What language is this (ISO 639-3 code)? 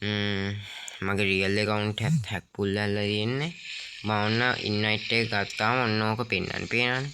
sin